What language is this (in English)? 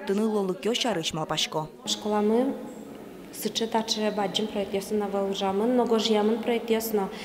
Udmurt